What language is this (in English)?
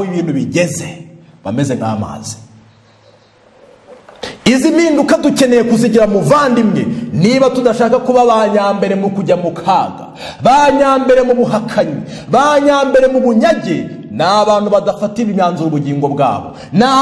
Kinyarwanda